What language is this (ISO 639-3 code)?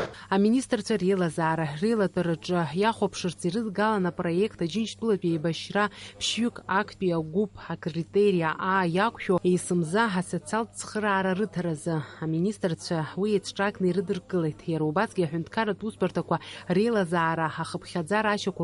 abk